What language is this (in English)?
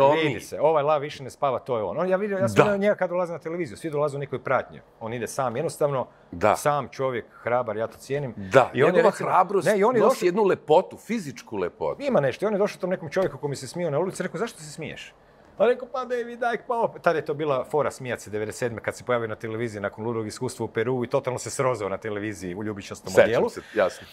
Croatian